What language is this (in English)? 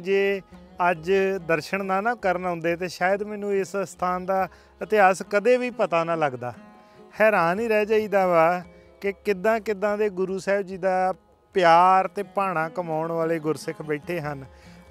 Punjabi